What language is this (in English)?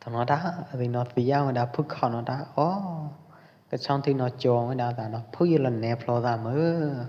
Pwo Eastern Karen